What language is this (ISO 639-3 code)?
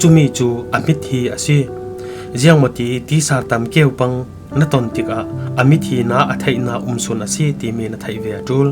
cfm